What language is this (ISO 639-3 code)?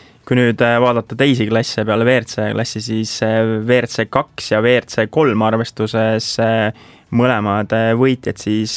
est